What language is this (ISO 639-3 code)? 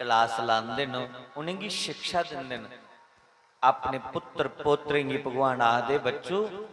doi